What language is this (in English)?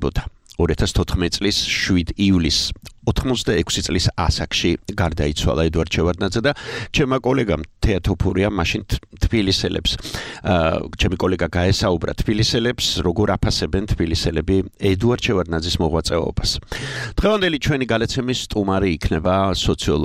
Georgian